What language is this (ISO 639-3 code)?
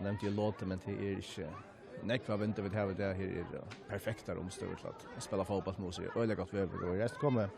fao